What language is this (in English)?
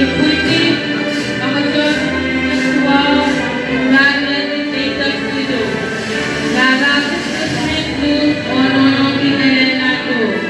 Pohnpeian